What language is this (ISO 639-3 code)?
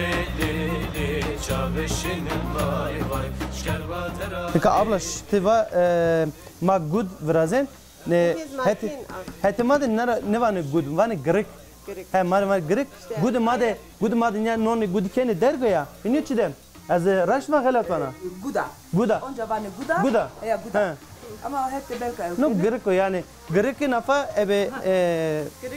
zza